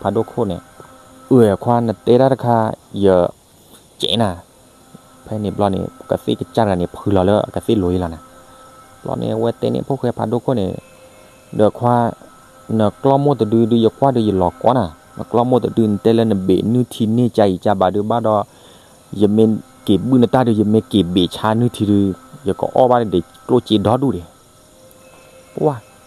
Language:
S'gaw Karen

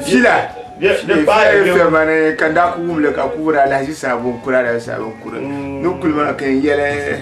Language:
Dagbani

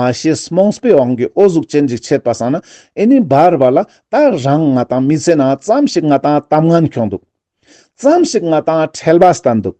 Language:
Ladakhi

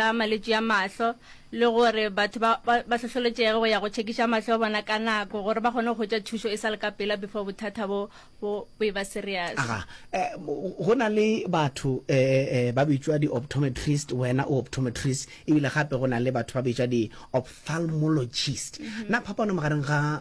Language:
Northern Sotho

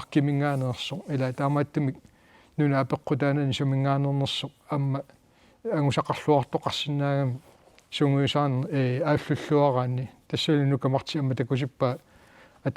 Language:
Kalaallisut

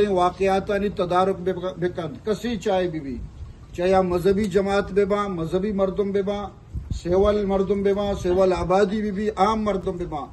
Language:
Eastern Balochi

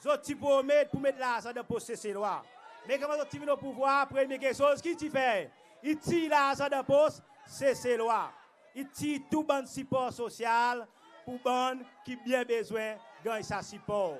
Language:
Seselwa Creole French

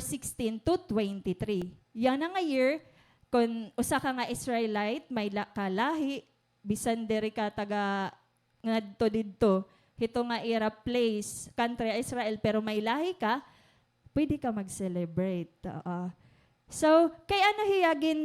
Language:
Waray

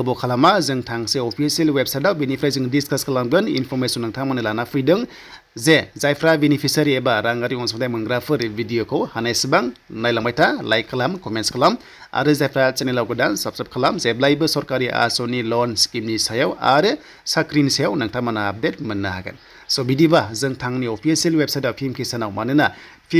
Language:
Bodo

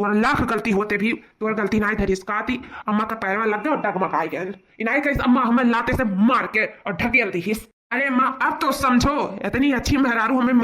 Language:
Awadhi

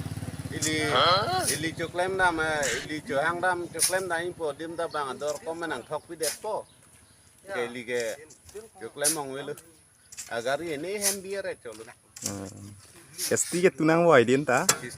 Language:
Karbi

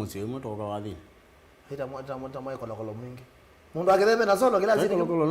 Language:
Kamba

